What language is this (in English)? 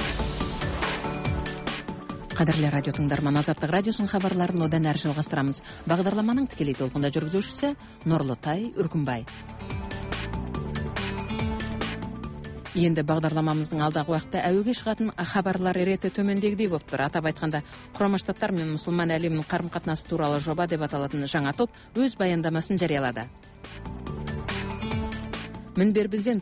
Kazakh